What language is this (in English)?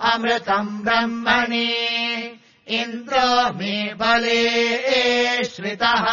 Sanskrit